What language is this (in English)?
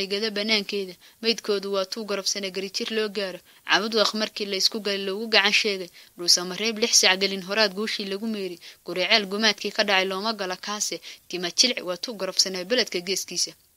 Somali